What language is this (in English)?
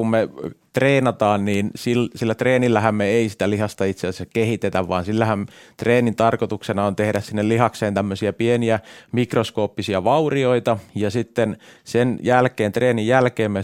Finnish